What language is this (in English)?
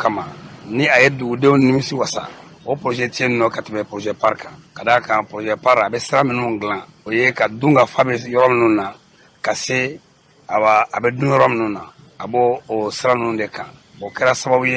Bambara